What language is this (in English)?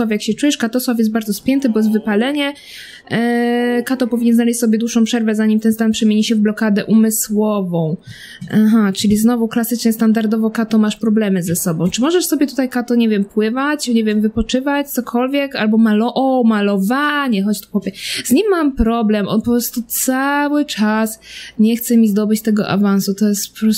Polish